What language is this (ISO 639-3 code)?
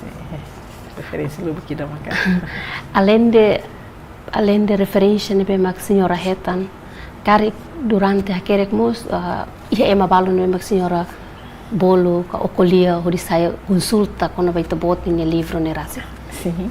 tet